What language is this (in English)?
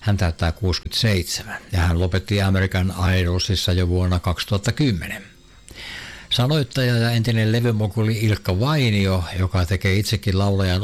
Finnish